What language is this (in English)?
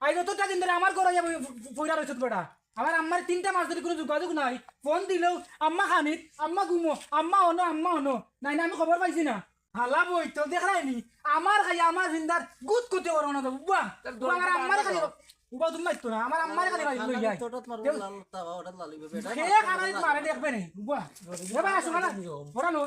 Sylheti